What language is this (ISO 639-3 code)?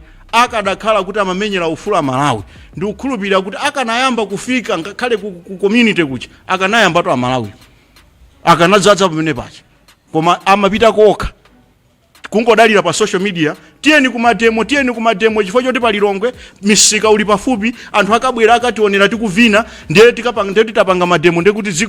nya